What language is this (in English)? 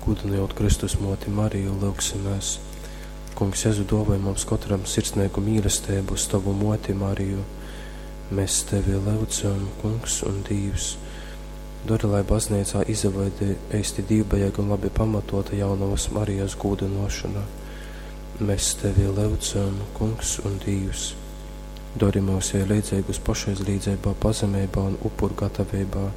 Latgalian